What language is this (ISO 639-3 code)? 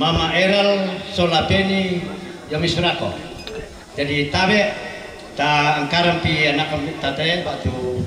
sda